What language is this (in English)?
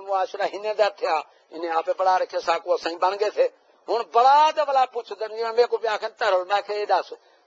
Saraiki